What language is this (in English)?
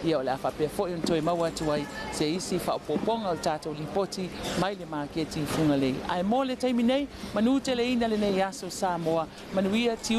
Samoan